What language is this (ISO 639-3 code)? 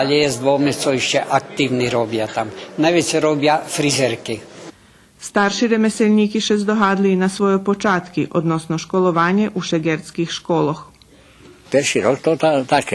rue